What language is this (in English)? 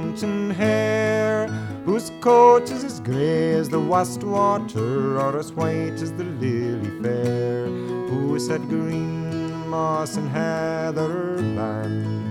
English